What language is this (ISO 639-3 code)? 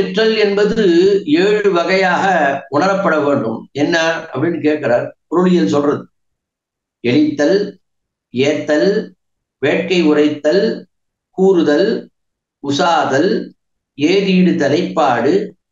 tam